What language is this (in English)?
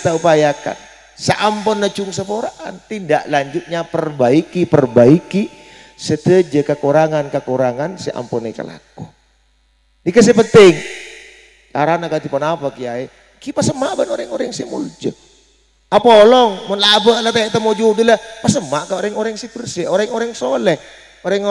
Madurese